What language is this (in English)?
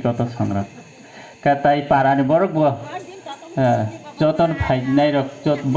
Kok Borok